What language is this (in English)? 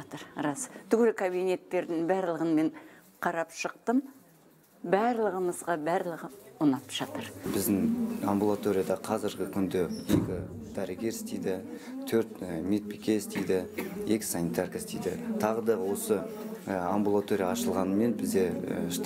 Kazakh